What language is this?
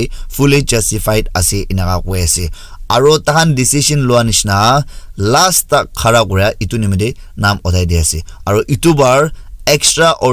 Naga Pidgin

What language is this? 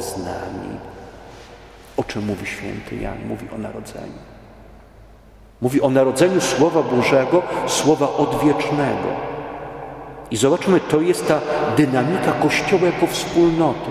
Polish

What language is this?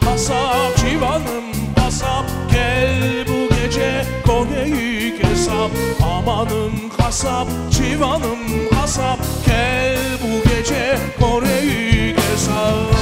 Crimean Tatar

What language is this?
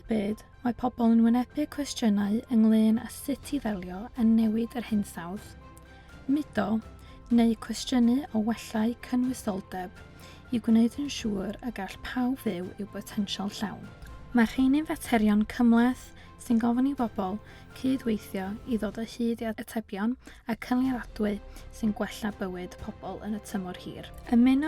Welsh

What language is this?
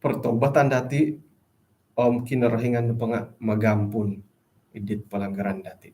Central Dusun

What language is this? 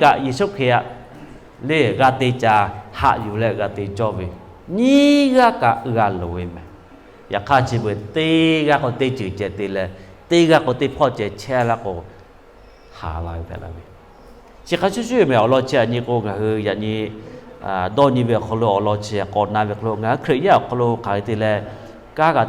Lahu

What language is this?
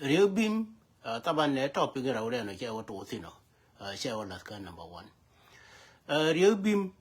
Nuer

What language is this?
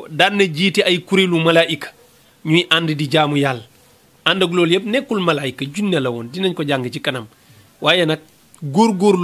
Wolof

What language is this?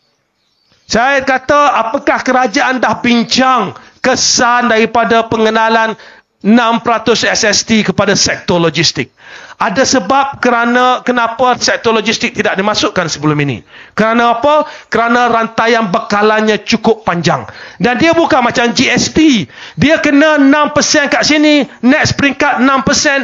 Malay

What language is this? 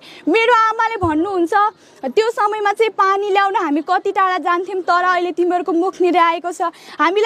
Nepali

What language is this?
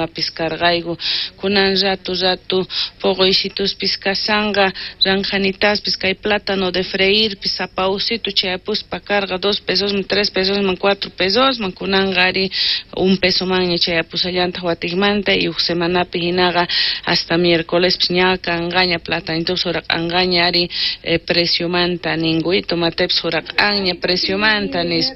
South Bolivian Quechua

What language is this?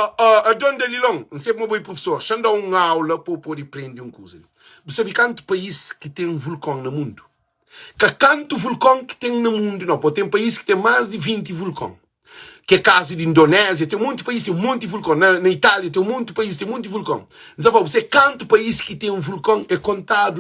Kabuverdianu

